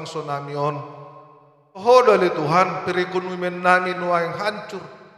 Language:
Batak Toba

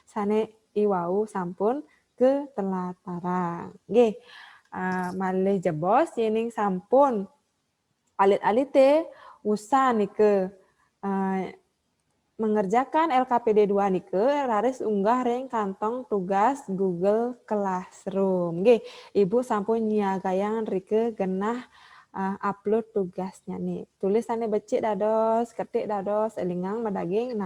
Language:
Balinese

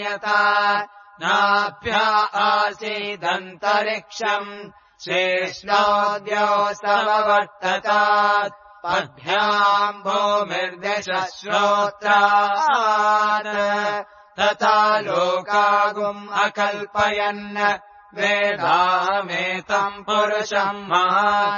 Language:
Sanskrit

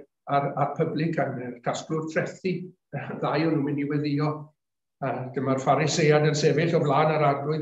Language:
Welsh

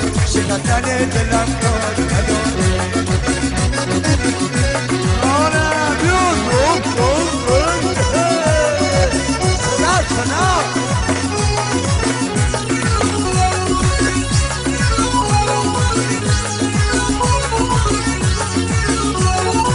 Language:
Persian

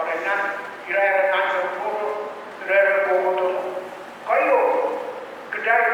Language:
Pohnpeian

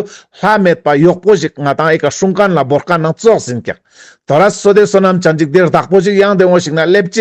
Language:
Ladakhi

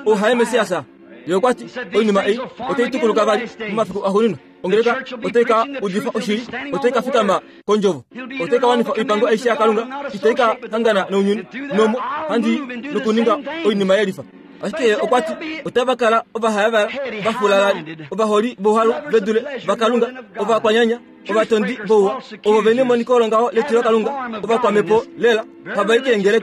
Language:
Kuanyama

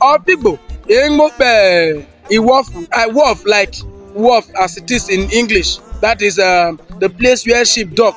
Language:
Urhobo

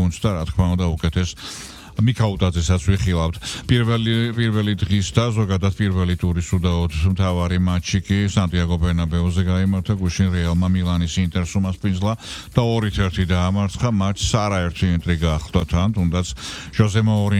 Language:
Georgian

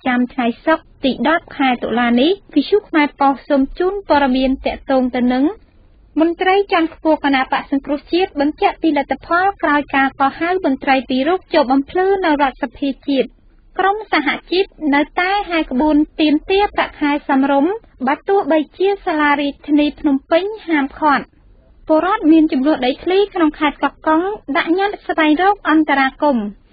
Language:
Khmer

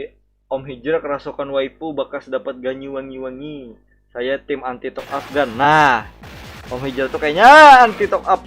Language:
Banjar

